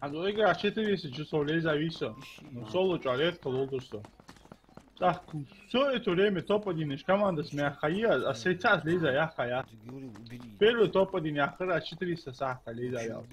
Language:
Ingush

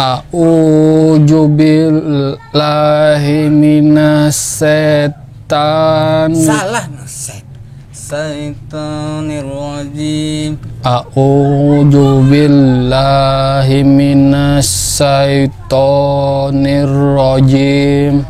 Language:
Banjar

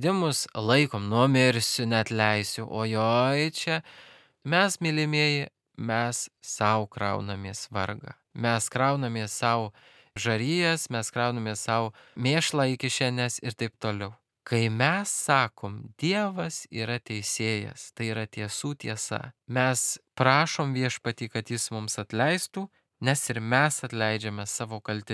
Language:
Lithuanian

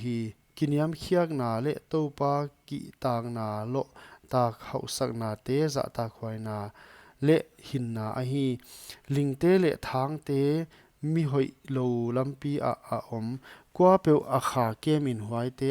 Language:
Paite Chin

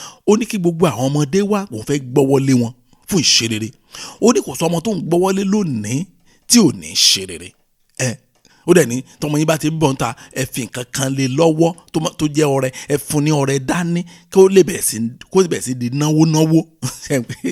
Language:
Yoruba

